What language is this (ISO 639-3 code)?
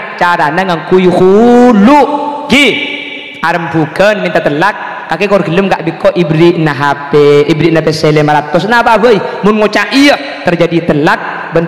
mad